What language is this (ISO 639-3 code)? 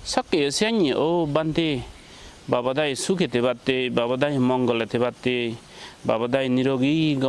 ccp